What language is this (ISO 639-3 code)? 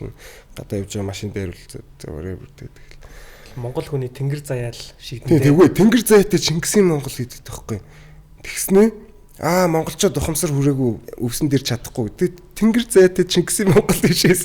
mon